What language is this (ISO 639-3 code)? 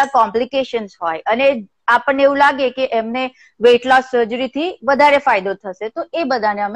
guj